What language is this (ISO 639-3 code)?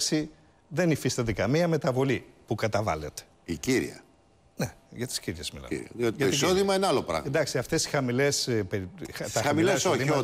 ell